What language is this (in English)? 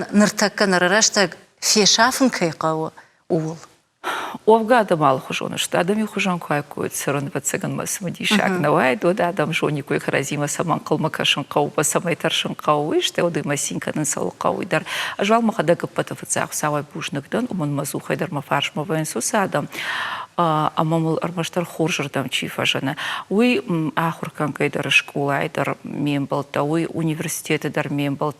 Ossetic